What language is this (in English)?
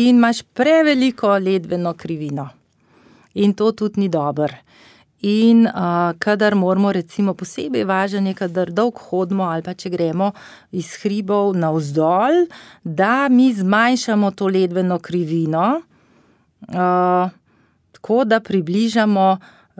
Slovenian